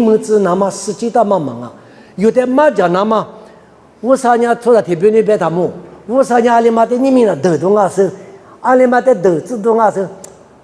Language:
Lisu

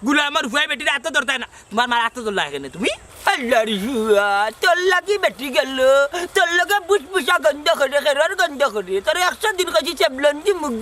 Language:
Sylheti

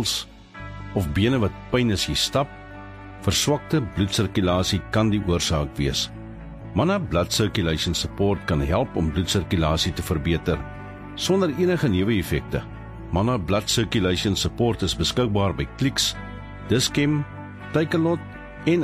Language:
Afrikaans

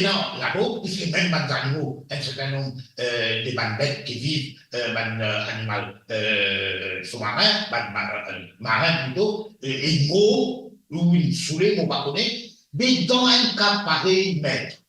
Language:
Morisyen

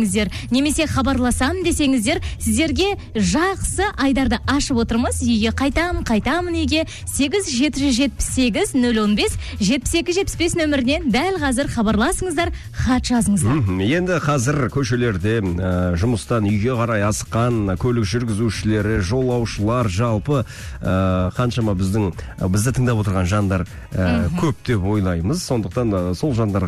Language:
Kazakh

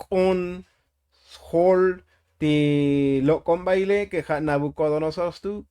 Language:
Tzotzil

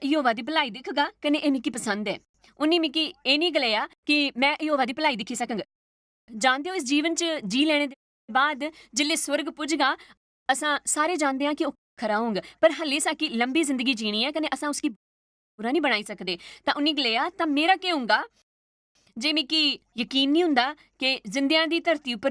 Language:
Dogri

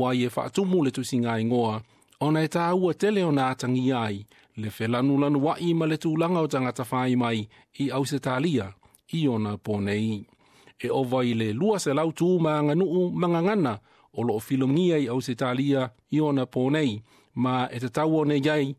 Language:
Samoan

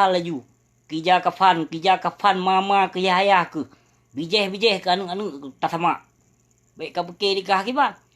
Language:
Achinese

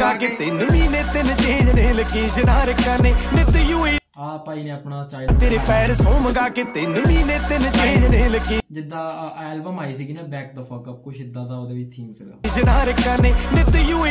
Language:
Punjabi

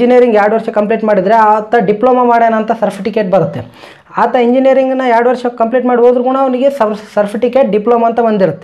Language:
Kannada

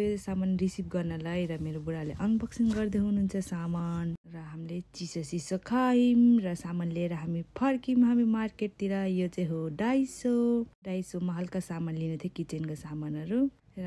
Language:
Nepali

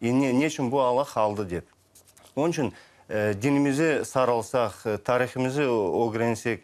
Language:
Crimean Tatar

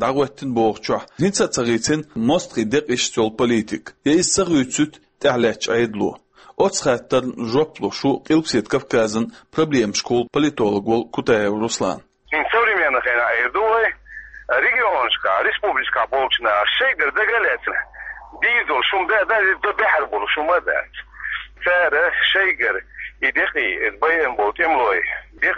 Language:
Chechen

